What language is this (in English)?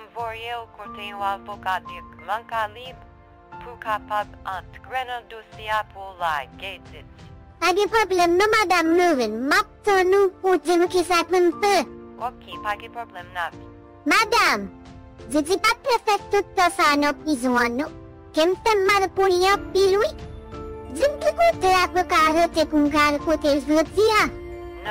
Haitian Creole